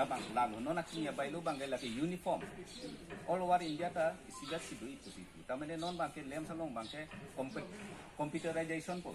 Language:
Karbi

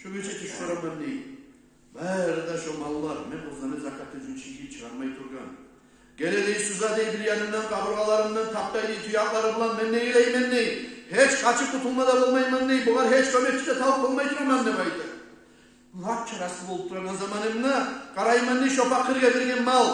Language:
Kumyk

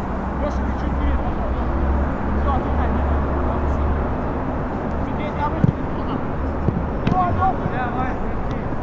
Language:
Russian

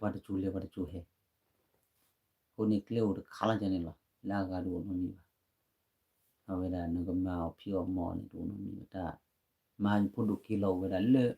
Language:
S'gaw Karen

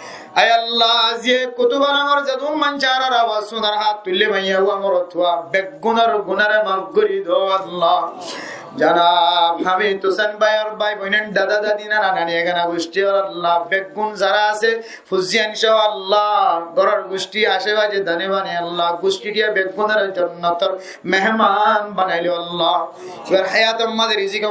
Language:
Rohingya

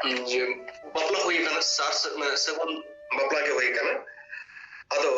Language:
Santali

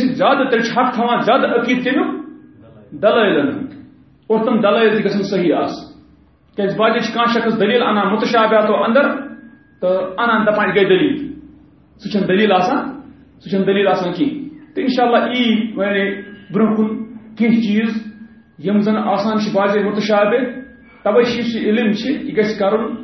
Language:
Kashmiri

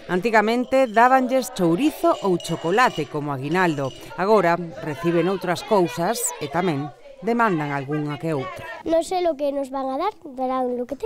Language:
Galician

